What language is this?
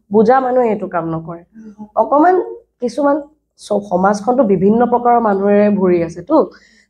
Assamese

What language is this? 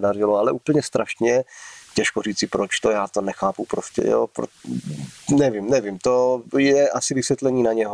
Czech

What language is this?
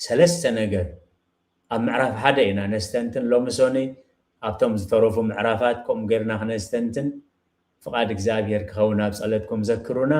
Tigrinya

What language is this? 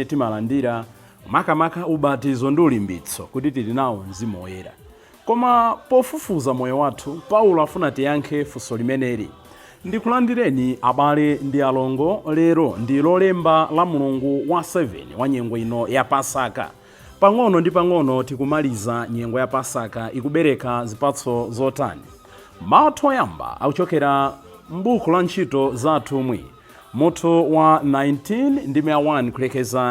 Nyanja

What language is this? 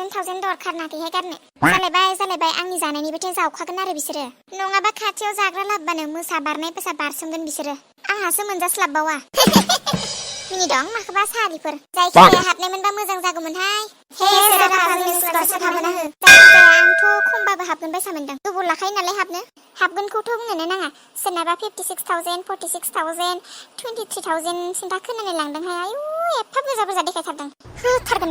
Bodo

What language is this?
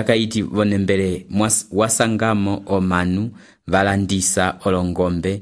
Umbundu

